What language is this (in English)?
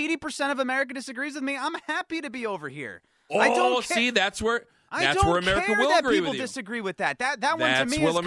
English